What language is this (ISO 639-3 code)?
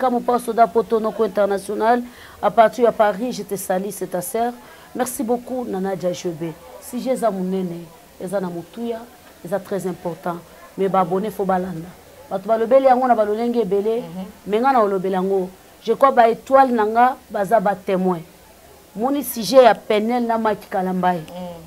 lin